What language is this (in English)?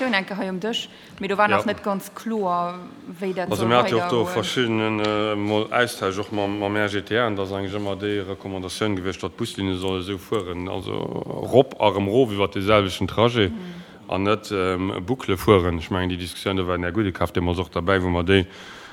Luxembourgish